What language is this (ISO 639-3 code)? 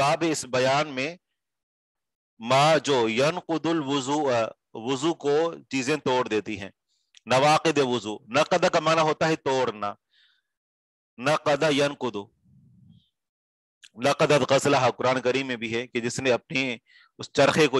urd